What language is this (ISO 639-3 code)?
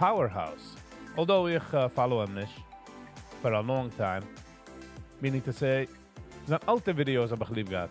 yid